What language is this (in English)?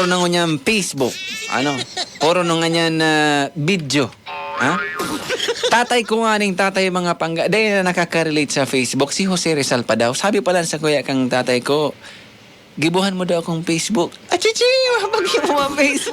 Bikol